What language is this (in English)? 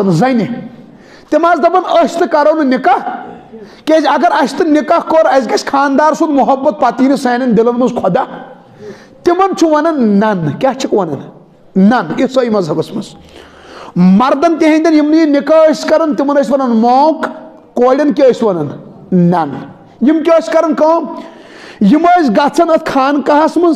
Kashmiri